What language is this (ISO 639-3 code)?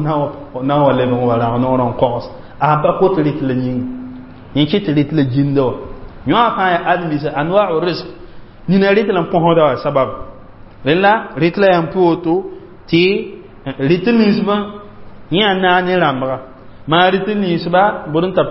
mos